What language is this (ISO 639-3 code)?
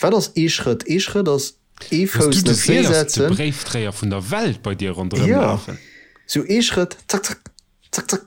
ltz